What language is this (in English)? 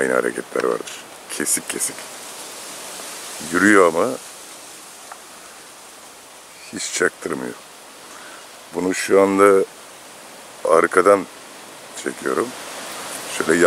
Turkish